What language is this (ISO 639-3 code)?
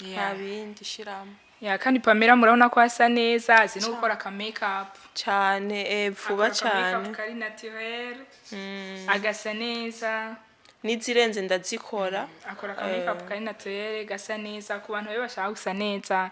run